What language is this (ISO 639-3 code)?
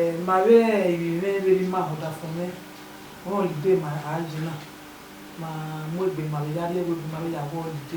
bin